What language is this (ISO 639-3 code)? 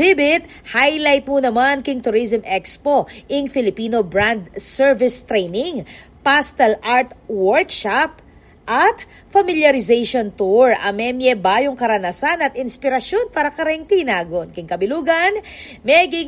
pam